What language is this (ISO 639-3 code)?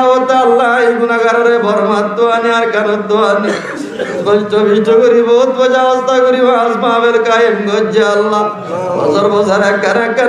rhg